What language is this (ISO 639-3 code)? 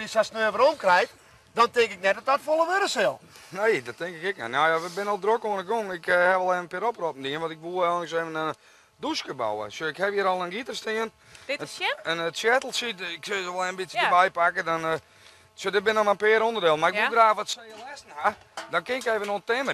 fry